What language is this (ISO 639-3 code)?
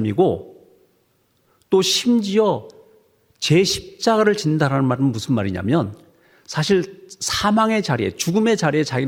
kor